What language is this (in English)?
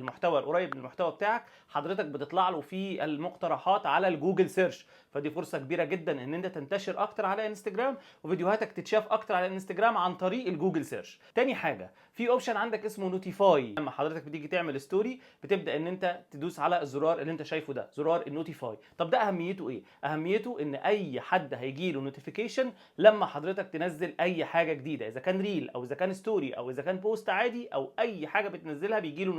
Egyptian Arabic